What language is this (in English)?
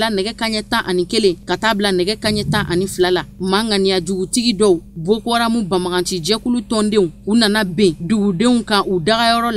Bambara